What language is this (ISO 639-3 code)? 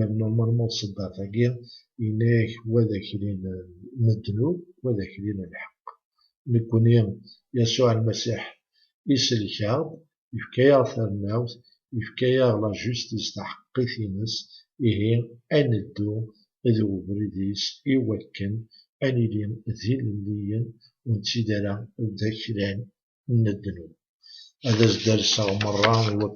kab